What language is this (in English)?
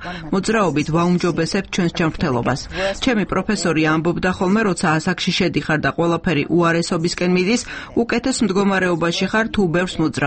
Georgian